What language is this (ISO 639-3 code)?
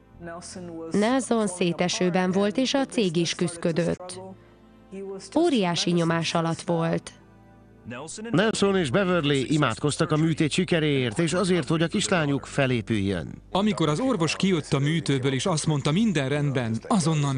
hun